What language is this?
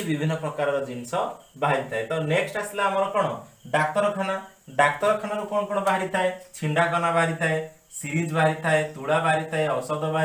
Odia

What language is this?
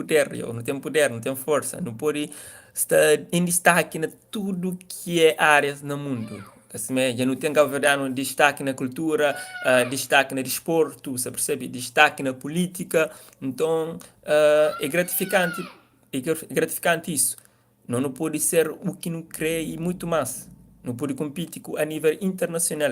Kabuverdianu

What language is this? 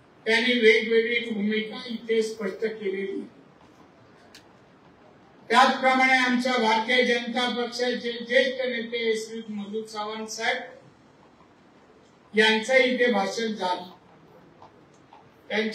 Marathi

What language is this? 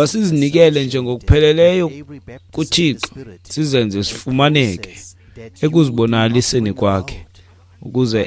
Xhosa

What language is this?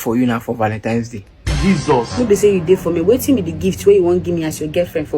Nigerian Pidgin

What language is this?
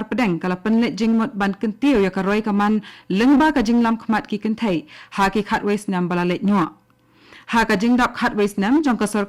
Khasi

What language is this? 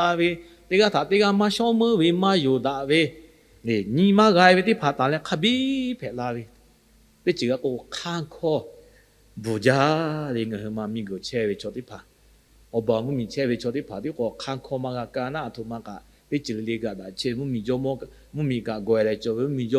Lahu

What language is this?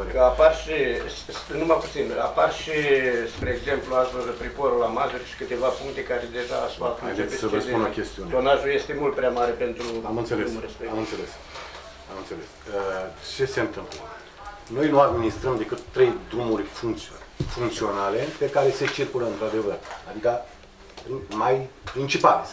Romanian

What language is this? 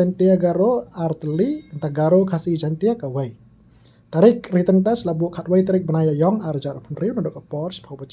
Khasi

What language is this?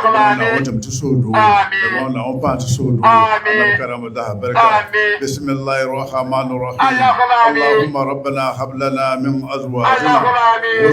Dagbani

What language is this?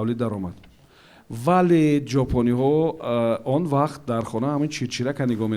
Tajik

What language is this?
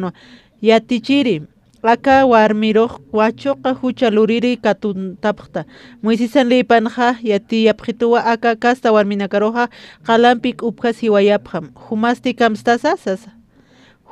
Aymara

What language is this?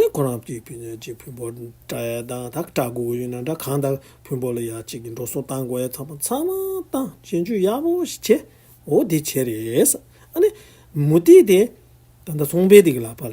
Tibetan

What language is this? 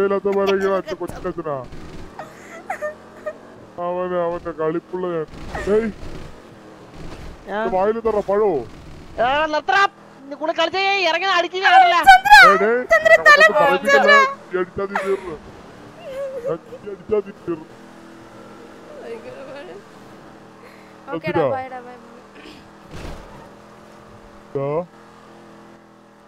Malayalam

